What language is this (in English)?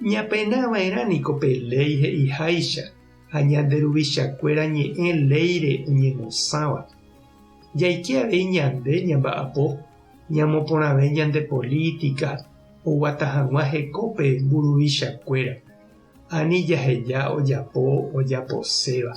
Guarani